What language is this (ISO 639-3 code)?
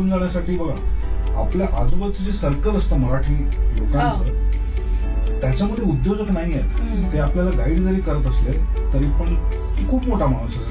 mar